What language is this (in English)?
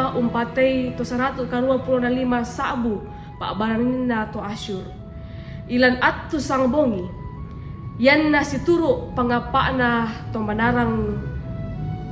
Toraja-Sa'dan